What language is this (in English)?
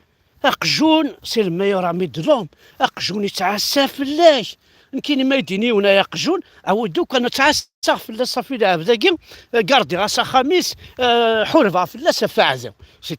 Kabyle